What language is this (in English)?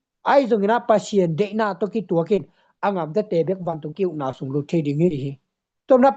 Tedim Chin